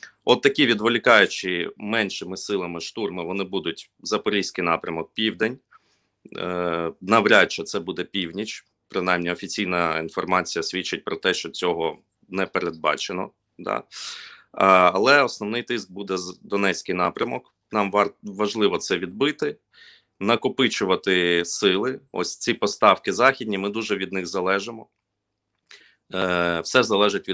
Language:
Ukrainian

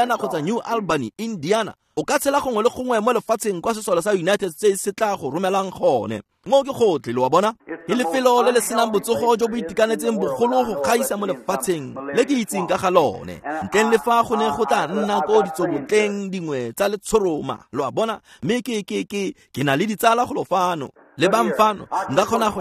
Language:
Tswana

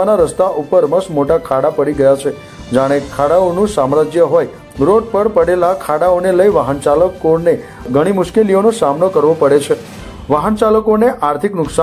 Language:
Gujarati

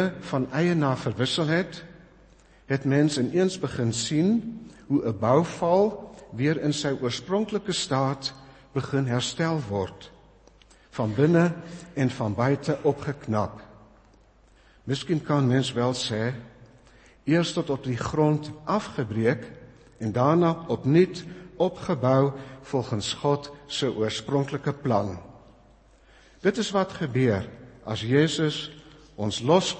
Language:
Afrikaans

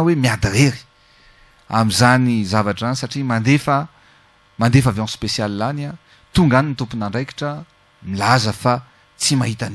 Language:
Malagasy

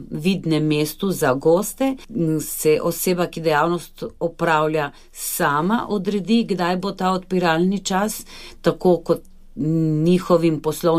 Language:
Slovenian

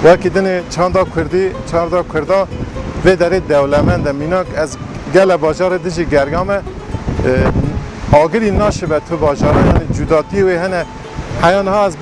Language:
Kurdish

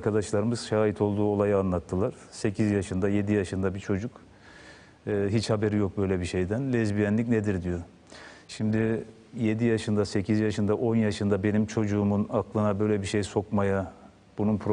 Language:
Turkish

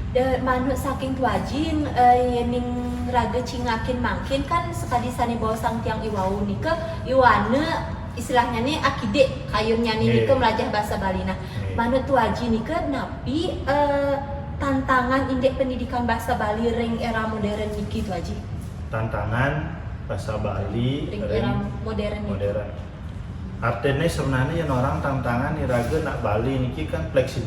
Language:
Balinese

